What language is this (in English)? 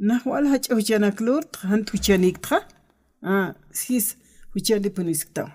Aymara